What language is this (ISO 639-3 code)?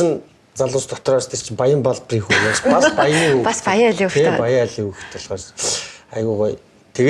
mon